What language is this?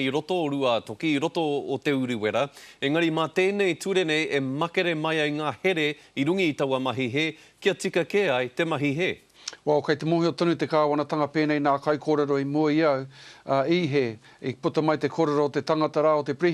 Māori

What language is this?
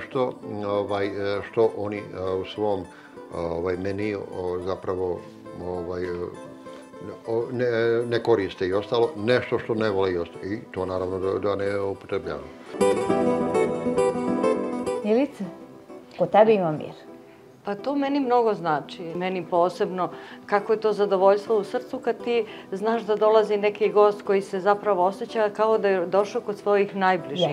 Serbian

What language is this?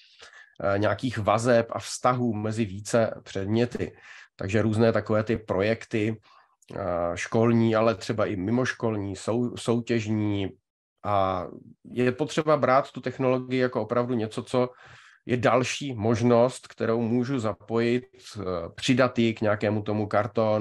Czech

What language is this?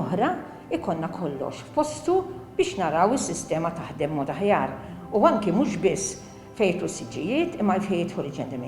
Maltese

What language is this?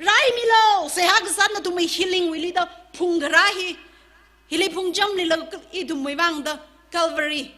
Tangkhul Naga (India)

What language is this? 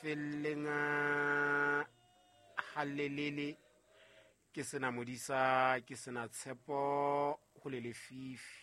Southern Sotho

